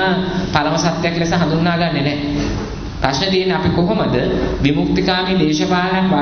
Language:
Sinhala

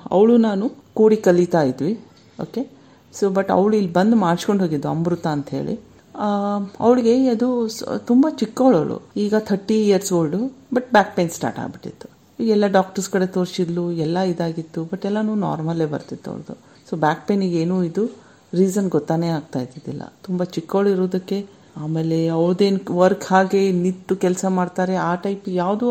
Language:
Kannada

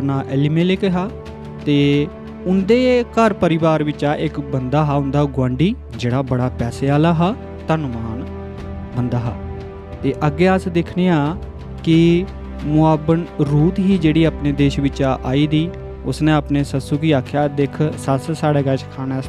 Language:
Dogri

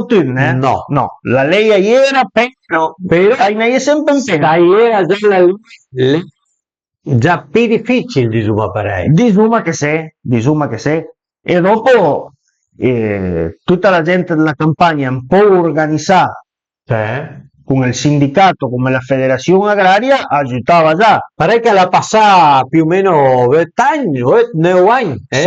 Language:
Piedmontese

